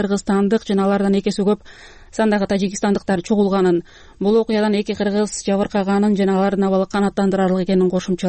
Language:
Kyrgyz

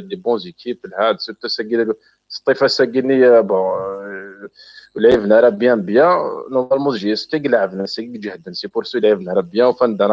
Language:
Kabyle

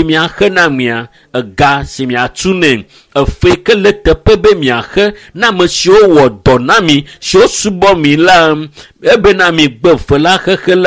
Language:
Ewe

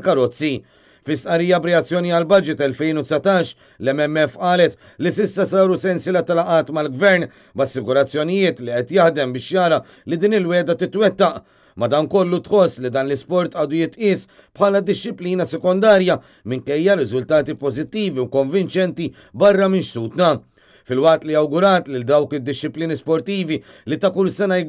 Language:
Maltese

